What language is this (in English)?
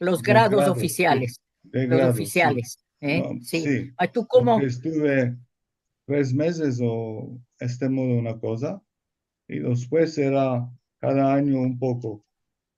Ladino